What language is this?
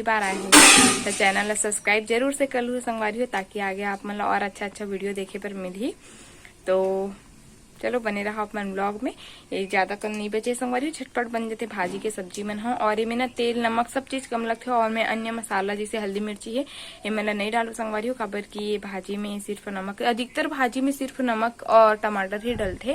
Chhattisgarhi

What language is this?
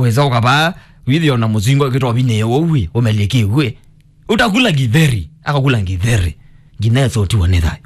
Kamba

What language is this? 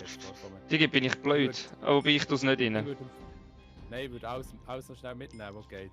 Swiss German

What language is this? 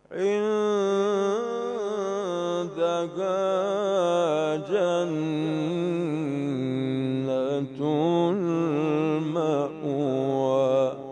Arabic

